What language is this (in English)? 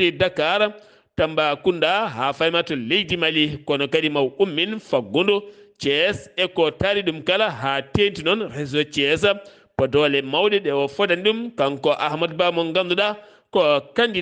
Fula